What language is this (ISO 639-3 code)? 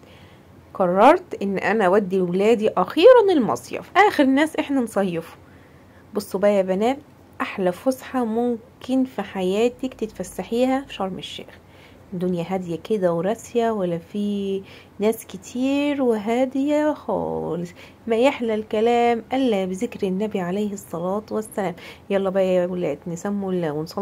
arz